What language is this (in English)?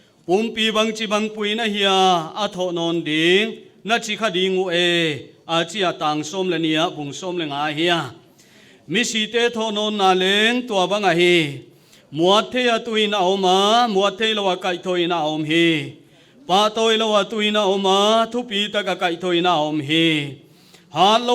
Paite Chin